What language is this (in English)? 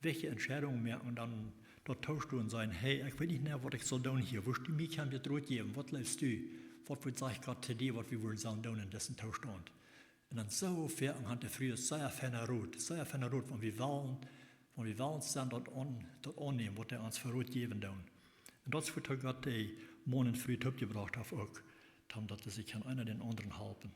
Plautdietsch